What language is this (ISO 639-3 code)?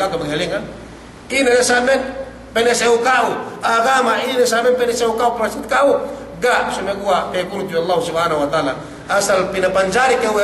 yka